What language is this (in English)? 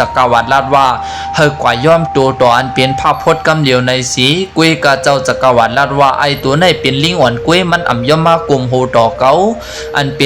Shan